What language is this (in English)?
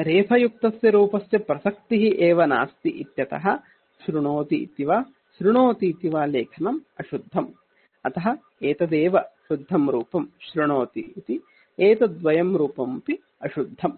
Sanskrit